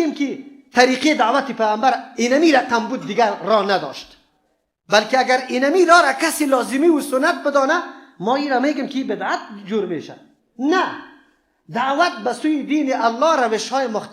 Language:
Persian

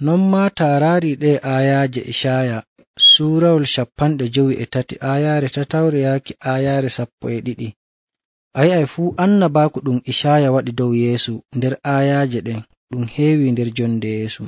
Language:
Nigerian Fulfulde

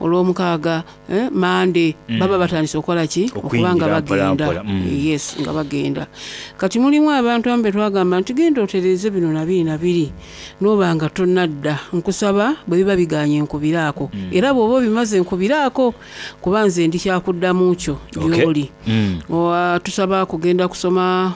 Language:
Soga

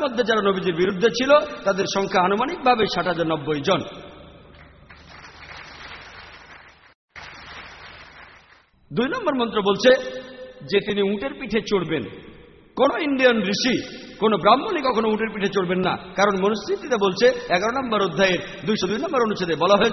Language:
Bangla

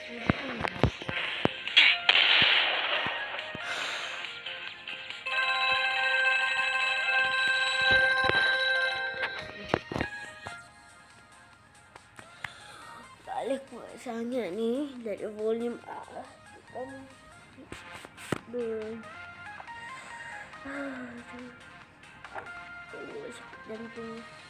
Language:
Malay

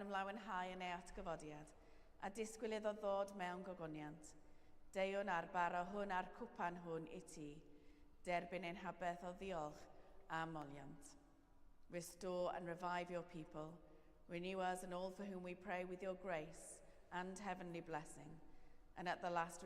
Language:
Welsh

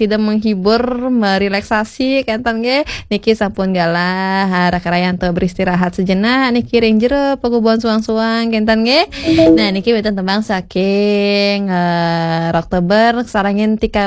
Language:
Balinese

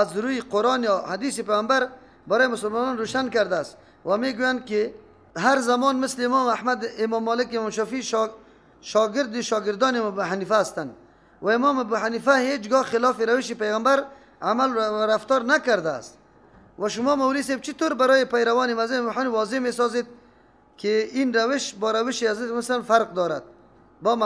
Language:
Persian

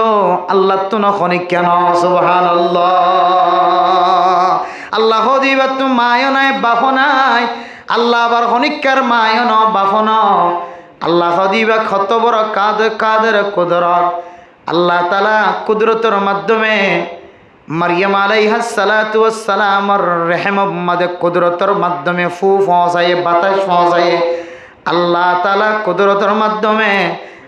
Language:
Rohingya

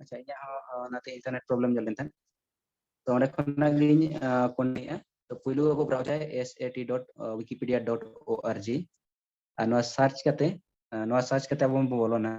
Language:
Santali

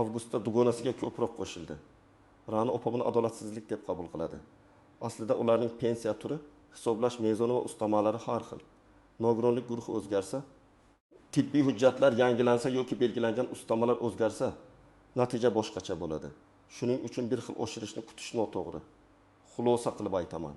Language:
Uzbek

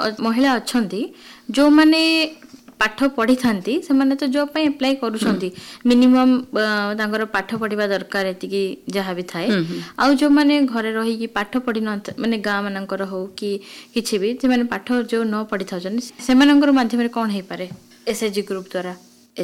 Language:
Odia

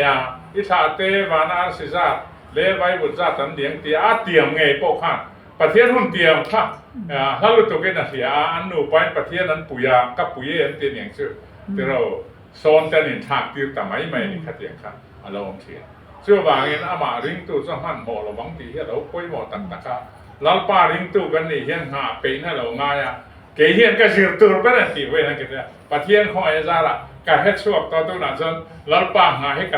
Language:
Mizo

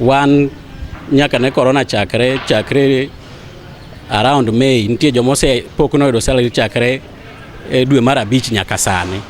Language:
Luo (Kenya and Tanzania)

